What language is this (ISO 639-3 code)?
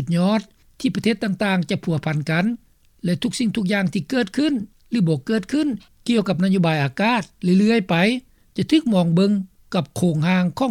lao